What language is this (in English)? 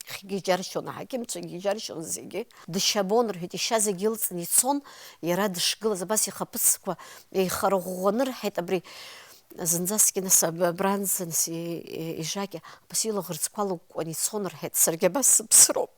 Abkhazian